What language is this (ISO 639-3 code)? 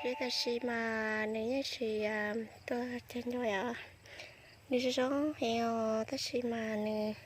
hmn